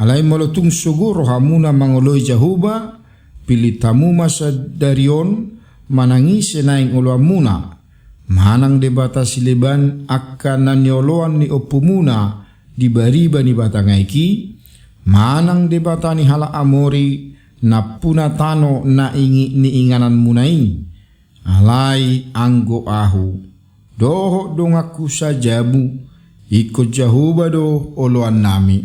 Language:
Batak Toba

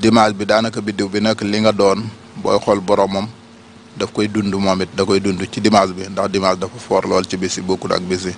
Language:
Wolof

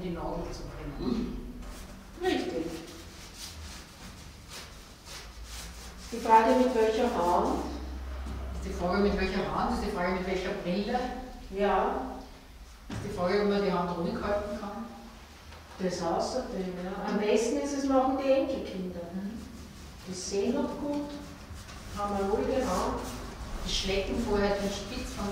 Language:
German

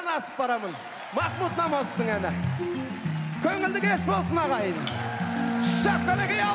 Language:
Kazakh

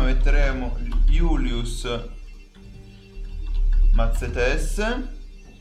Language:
Italian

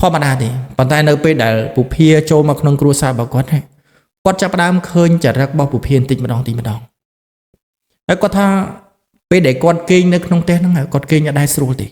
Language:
Khmer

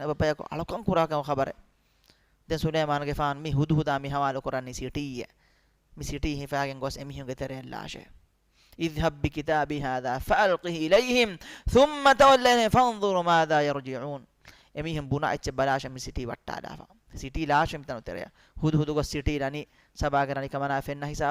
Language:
Divehi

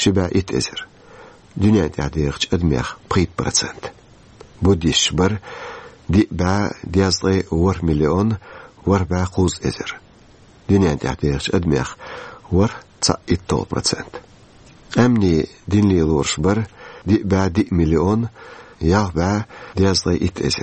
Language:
Chechen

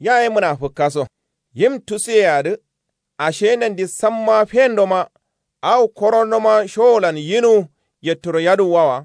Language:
Kanuri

